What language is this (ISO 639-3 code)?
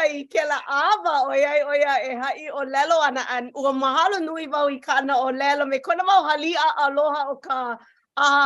haw